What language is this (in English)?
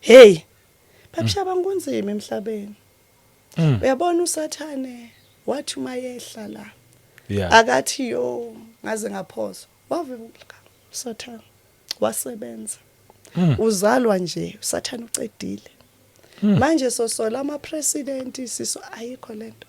Zulu